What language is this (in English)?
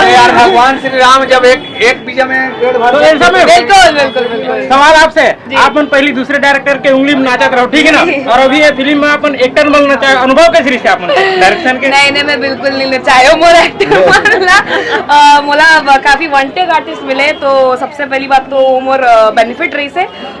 Chhattisgarhi